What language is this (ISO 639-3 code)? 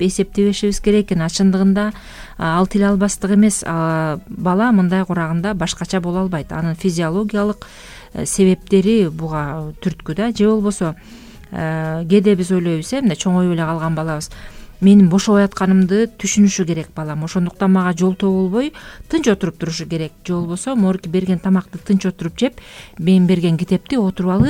kir